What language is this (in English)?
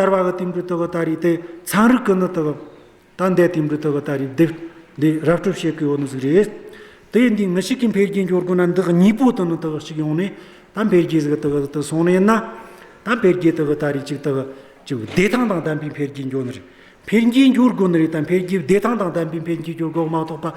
Amdo Tibetan